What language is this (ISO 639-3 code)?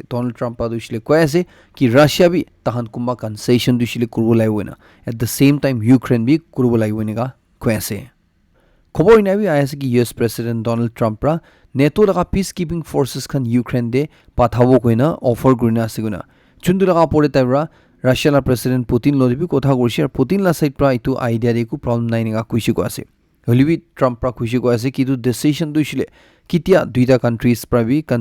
nag